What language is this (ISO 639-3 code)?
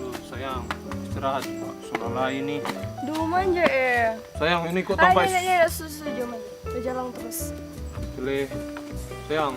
xmm